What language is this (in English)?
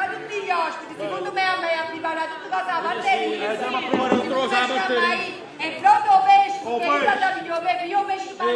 Neapolitan